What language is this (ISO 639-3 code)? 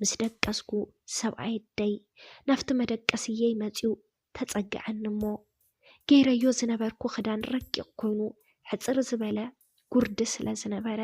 tir